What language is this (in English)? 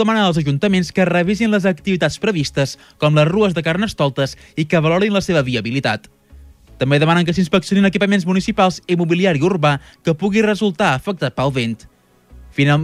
Catalan